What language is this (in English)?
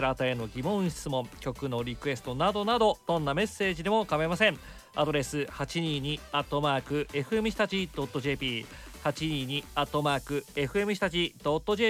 Japanese